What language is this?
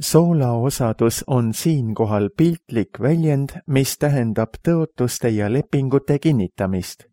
Estonian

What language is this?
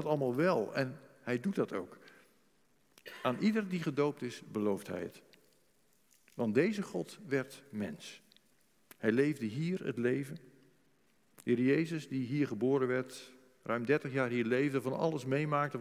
Dutch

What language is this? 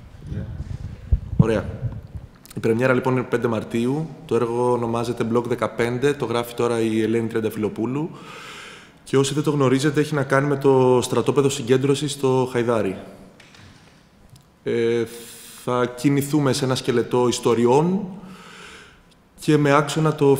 Greek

